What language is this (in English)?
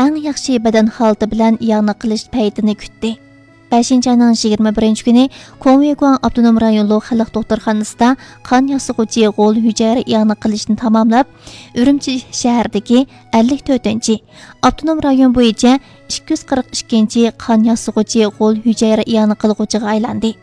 Uyghur